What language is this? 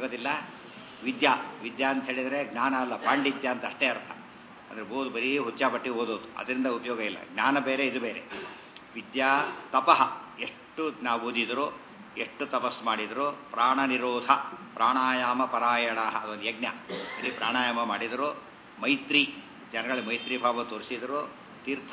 Kannada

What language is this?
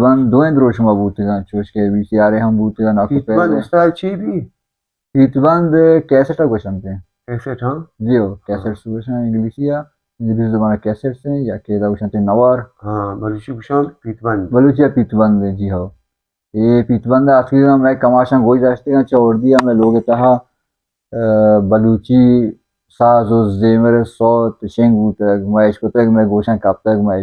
Baluchi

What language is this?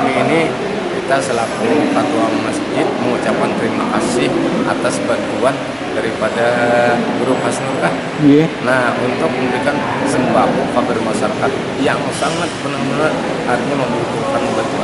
Banjar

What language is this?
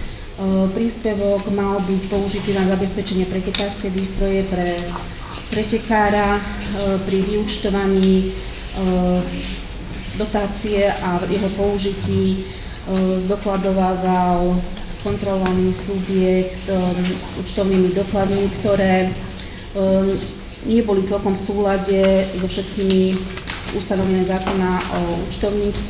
Slovak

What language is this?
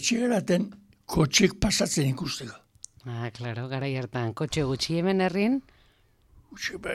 Basque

